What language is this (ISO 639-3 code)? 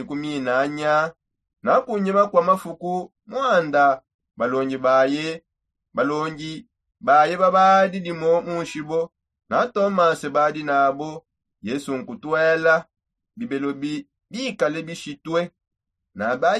sop